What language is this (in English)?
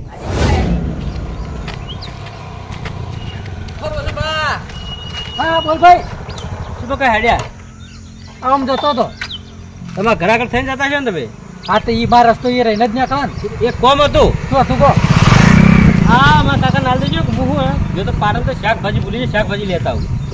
Gujarati